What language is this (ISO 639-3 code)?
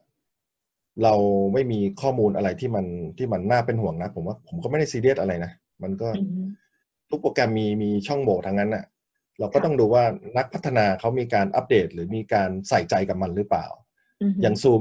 tha